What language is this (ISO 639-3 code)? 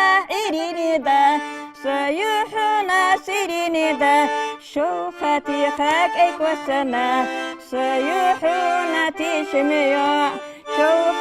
inh